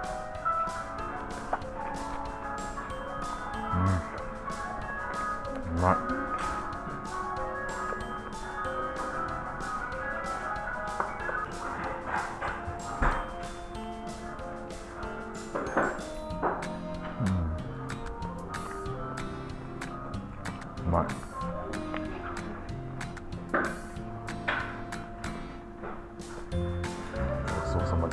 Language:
Japanese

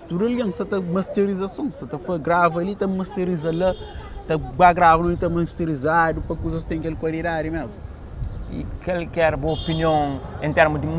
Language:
Kabuverdianu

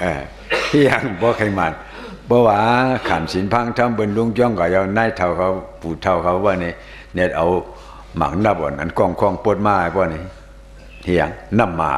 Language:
Shan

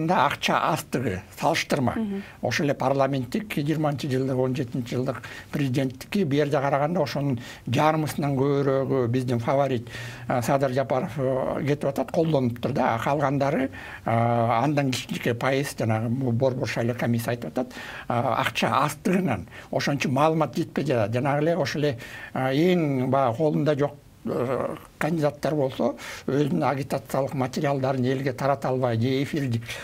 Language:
Kyrgyz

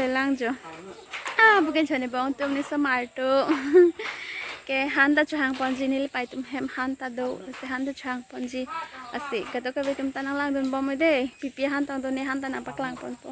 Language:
Karbi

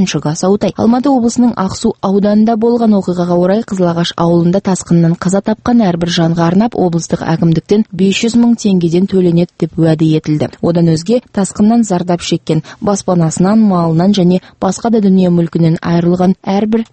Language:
Kazakh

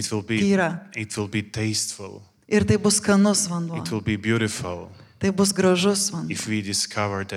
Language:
Lithuanian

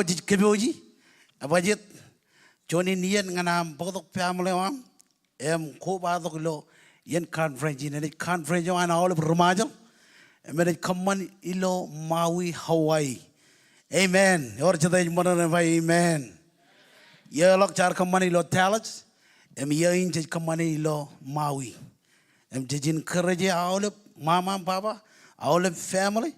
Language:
Marshallese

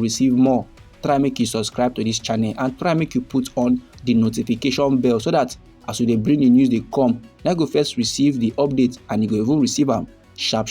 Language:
Nigerian Pidgin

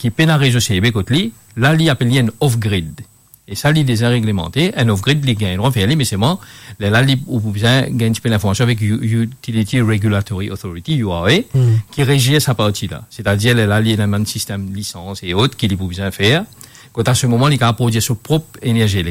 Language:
Morisyen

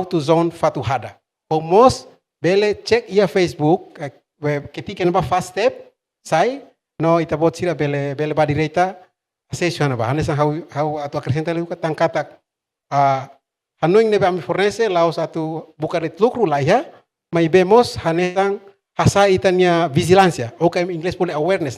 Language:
Tetum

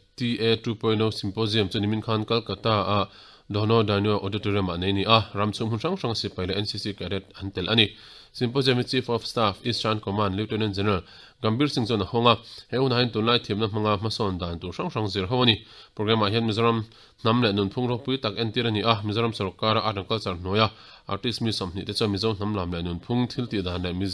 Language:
Mizo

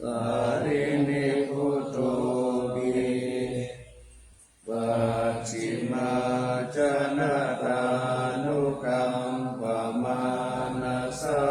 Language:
Pali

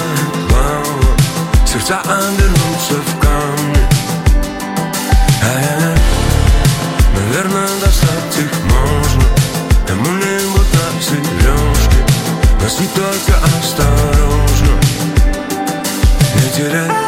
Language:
Russian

